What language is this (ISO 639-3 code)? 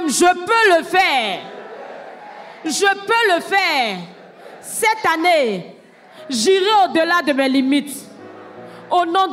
fra